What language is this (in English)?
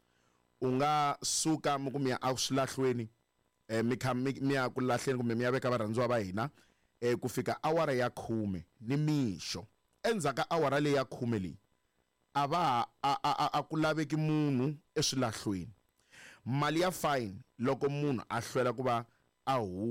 Tsonga